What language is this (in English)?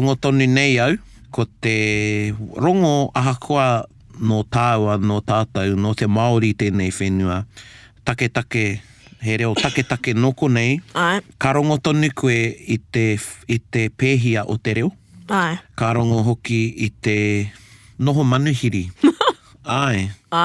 Māori